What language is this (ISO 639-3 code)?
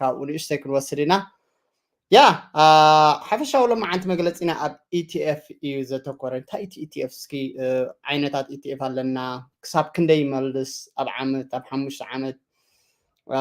tir